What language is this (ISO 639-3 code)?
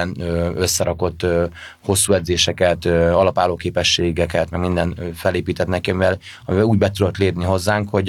hun